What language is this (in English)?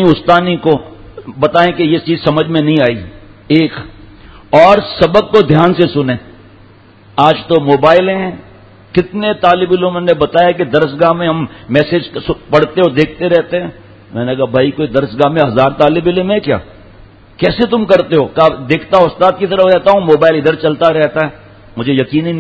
Urdu